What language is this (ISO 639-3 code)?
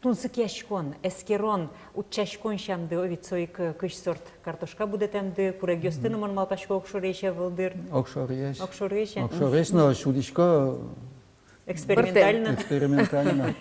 udm